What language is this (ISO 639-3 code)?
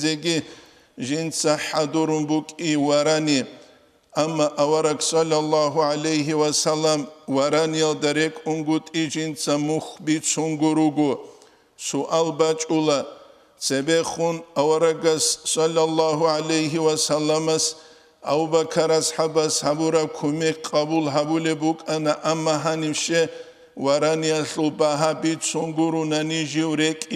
ava